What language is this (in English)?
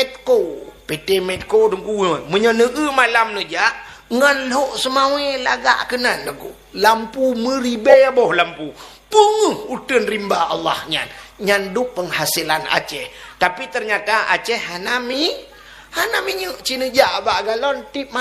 Achinese